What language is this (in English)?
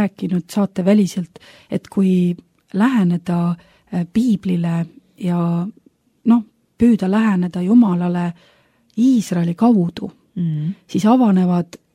Estonian